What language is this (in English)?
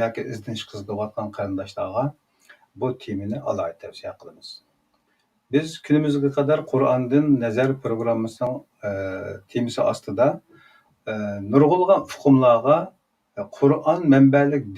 Uyghur